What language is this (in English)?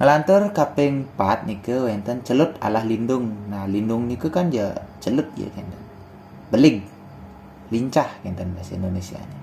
Balinese